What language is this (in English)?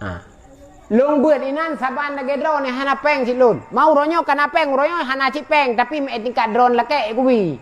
Achinese